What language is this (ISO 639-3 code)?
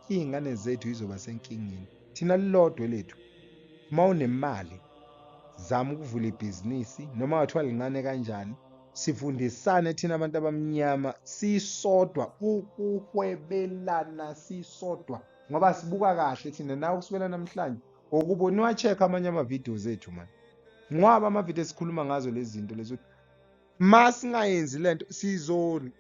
zul